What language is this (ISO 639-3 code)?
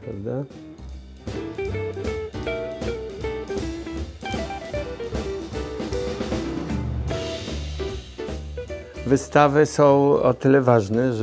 pol